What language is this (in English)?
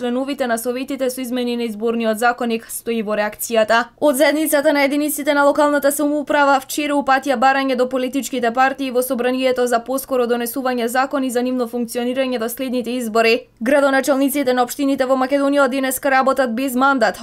Macedonian